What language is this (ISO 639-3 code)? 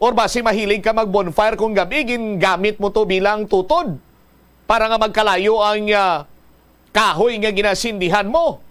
hil